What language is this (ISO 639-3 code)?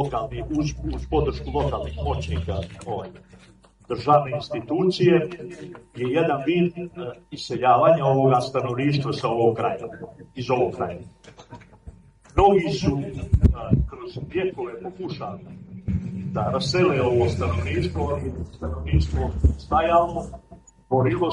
srp